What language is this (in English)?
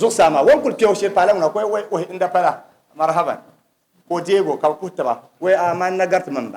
Dagbani